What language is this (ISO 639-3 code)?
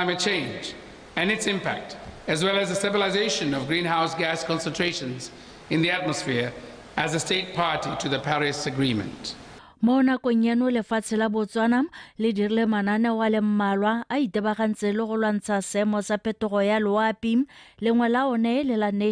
tsn